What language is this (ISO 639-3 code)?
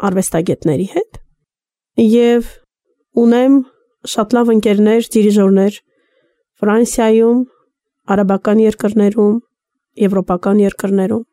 hye